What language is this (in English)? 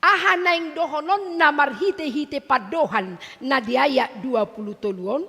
Batak Toba